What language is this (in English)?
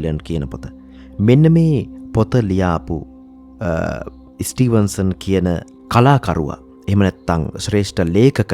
Sinhala